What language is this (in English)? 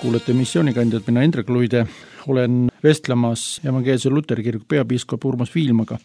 Estonian